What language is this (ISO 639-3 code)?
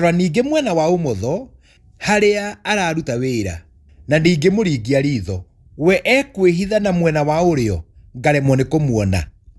kik